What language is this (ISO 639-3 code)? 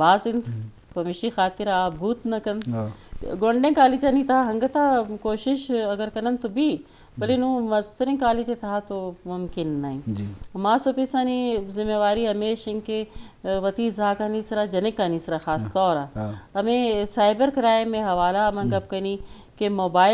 bgp